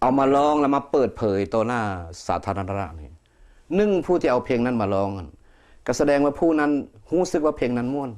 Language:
Lao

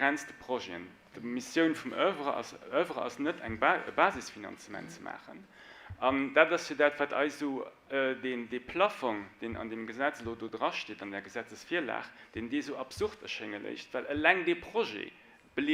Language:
Luxembourgish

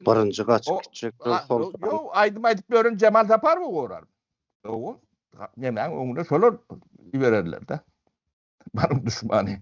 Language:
Turkmen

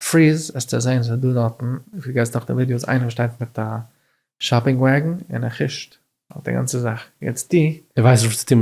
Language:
Yiddish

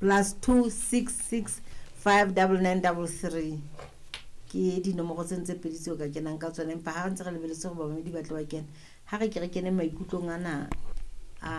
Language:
Southern Sotho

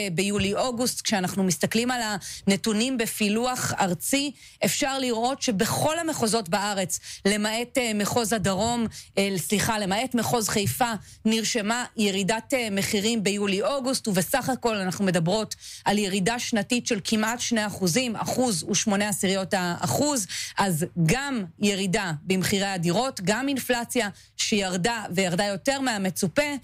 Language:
Hebrew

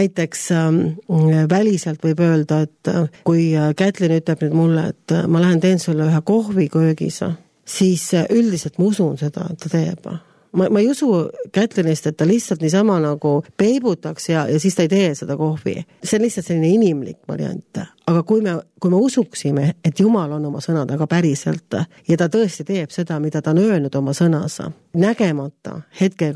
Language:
Estonian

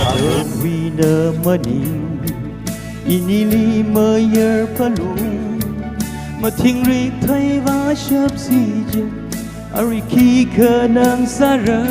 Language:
Tangkhul Naga (India)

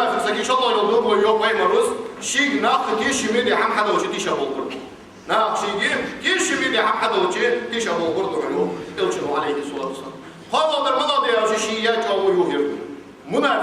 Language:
Ingush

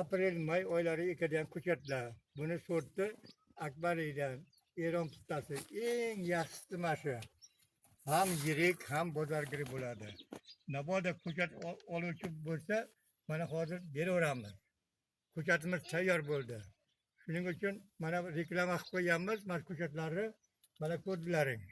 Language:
Uzbek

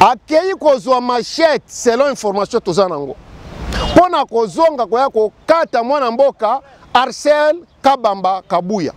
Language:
Lingala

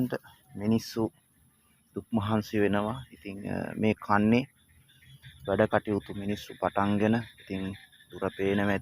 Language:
Sinhala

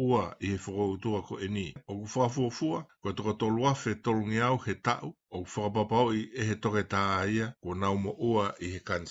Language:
Tongan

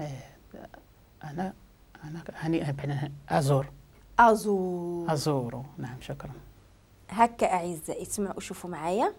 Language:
Moroccan Arabic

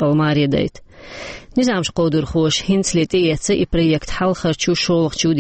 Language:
Chechen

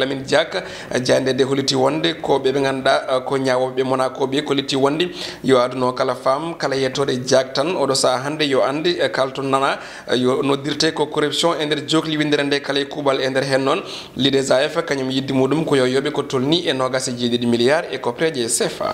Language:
Fula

